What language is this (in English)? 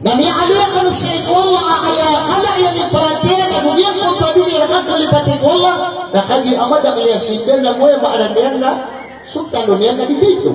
Maranao